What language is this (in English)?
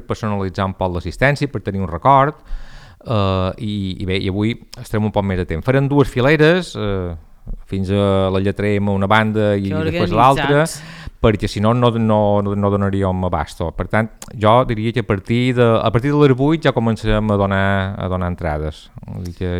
Catalan